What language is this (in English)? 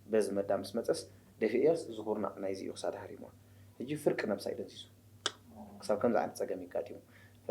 Tigrinya